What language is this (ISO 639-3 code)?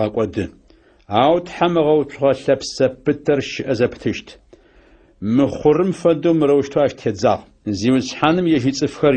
ady